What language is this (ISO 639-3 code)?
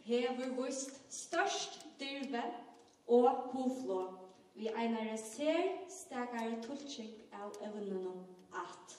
fao